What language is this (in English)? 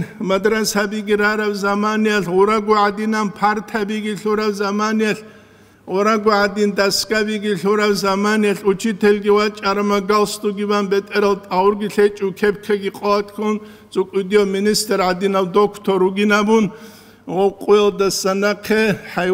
Avaric